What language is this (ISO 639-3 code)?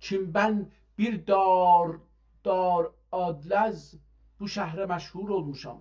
azb